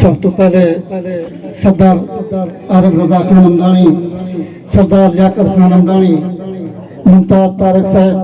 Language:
Saraiki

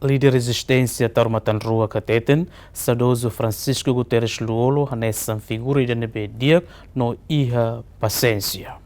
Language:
Tetum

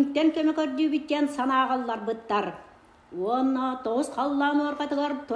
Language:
Yakut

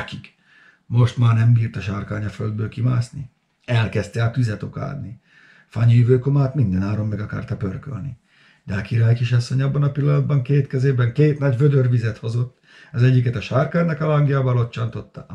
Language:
Hungarian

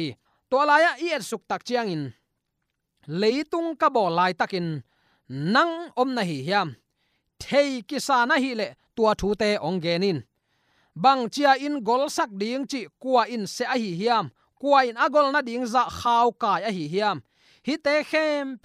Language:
Tedim Chin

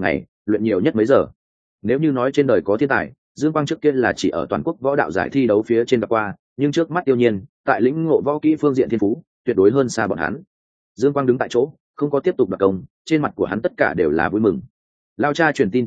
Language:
Vietnamese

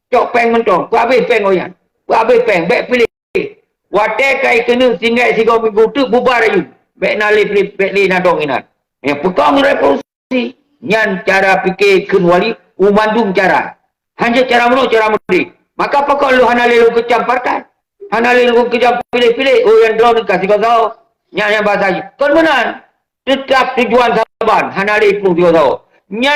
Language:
Achinese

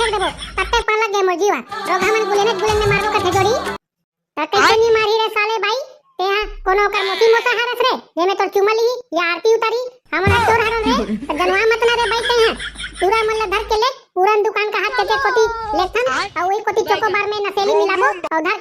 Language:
Chhattisgarhi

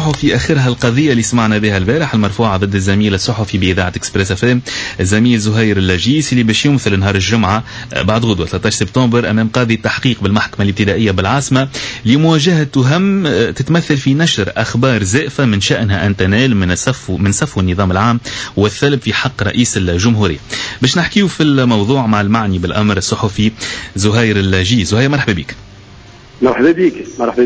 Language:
Tunisian Arabic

